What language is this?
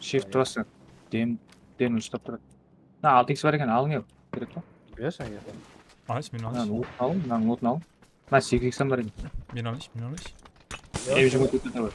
Kara-Kalpak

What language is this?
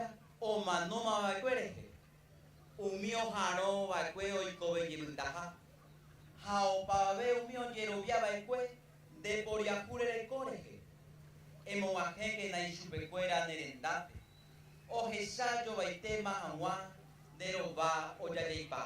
Guarani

